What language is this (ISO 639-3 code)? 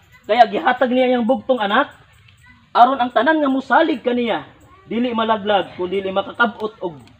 ceb